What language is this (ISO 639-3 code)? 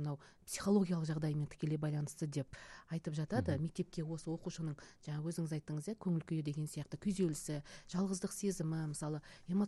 kaz